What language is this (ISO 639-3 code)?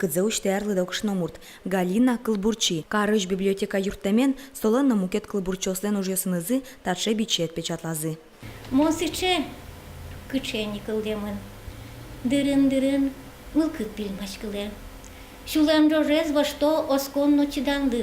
udm